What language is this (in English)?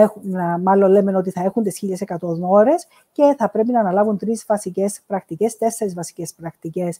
Greek